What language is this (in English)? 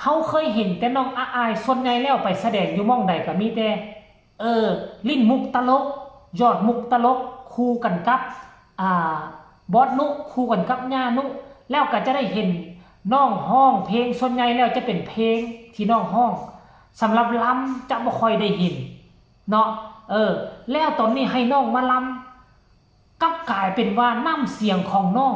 Northeastern Thai